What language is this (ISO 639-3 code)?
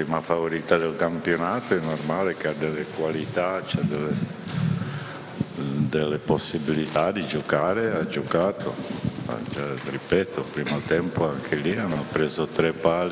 ita